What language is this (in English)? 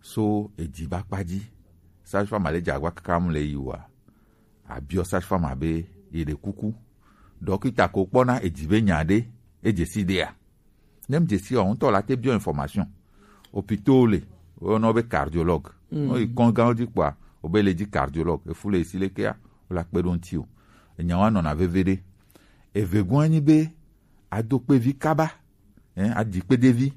Gen